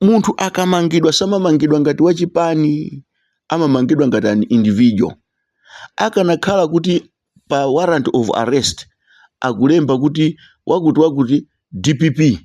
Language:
Nyanja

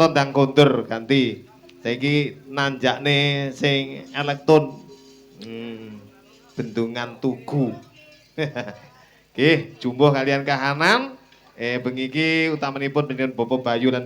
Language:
Javanese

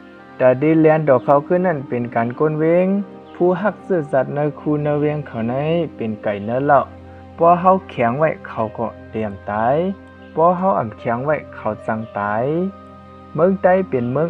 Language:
Shan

